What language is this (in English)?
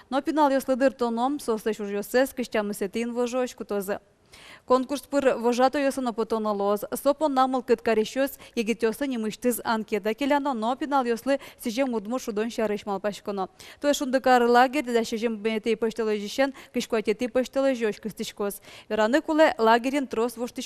Udmurt